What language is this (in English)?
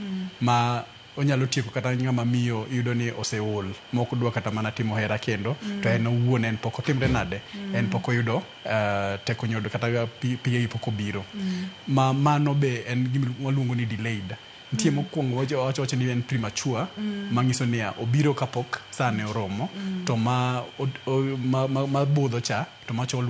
Luo (Kenya and Tanzania)